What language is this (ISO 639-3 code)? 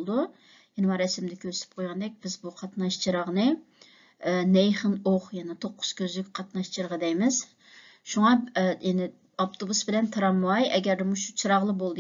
uig